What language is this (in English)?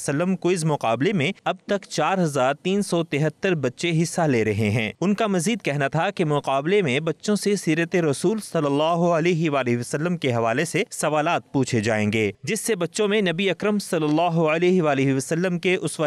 Urdu